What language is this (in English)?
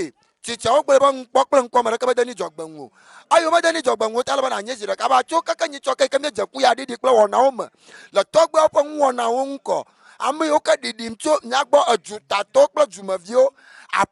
Ewe